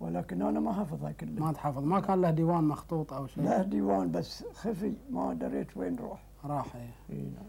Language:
Gulf Arabic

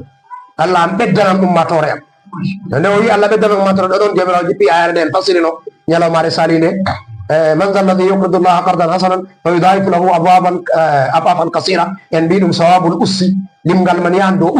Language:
Fula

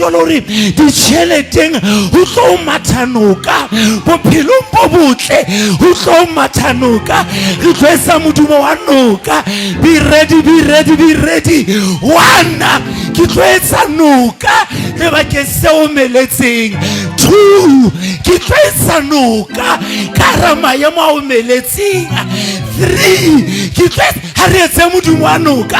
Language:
Southern Sotho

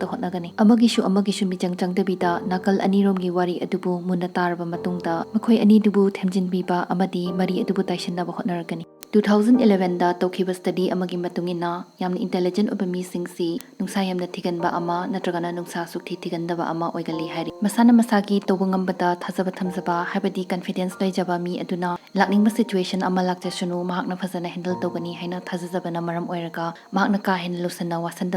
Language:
Manipuri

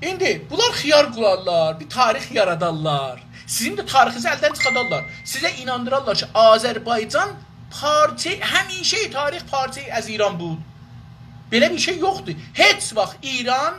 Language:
South Azerbaijani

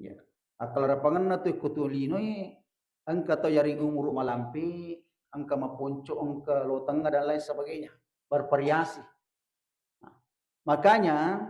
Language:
Buginese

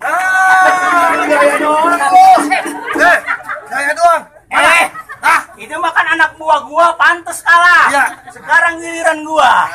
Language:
Betawi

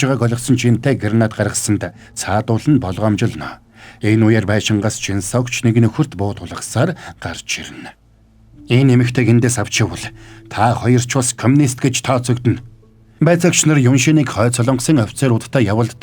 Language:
Mongolian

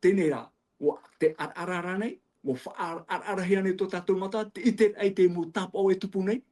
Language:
Tahitian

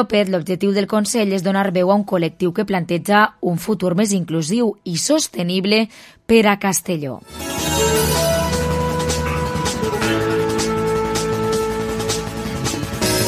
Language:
Catalan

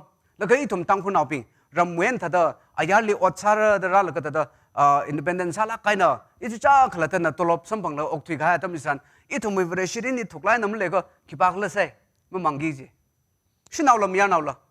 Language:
Tangkhul Naga (India)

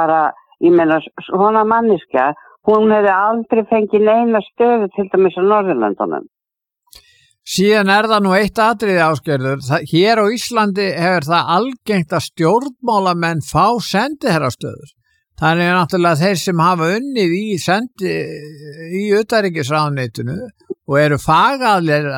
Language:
Icelandic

